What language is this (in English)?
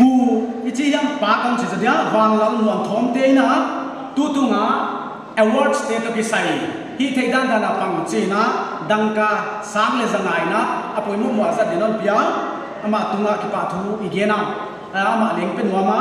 Paite Chin